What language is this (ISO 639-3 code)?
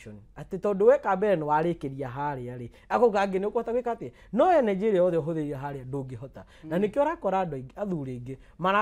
kik